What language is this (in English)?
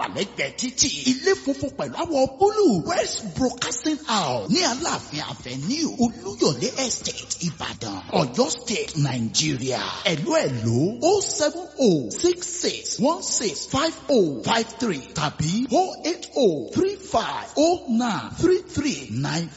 Yoruba